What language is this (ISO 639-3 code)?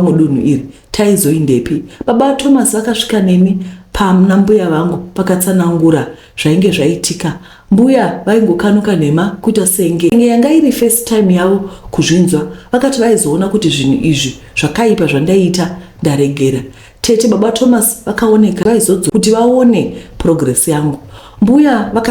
sna